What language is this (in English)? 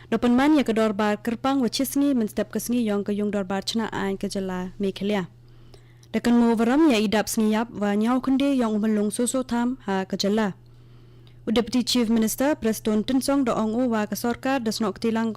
Khasi